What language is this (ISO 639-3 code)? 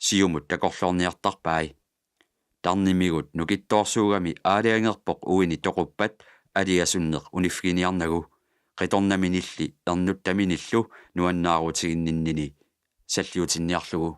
kal